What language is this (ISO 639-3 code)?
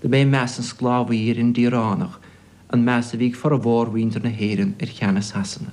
gle